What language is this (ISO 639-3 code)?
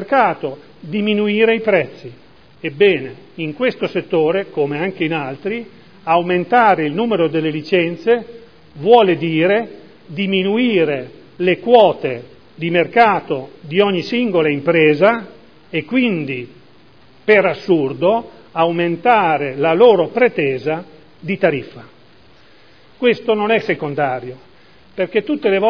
ita